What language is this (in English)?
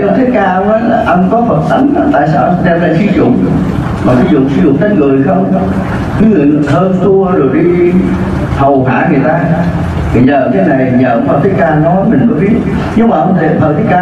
Vietnamese